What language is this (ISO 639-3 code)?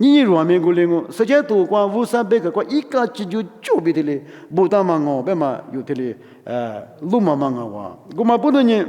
lis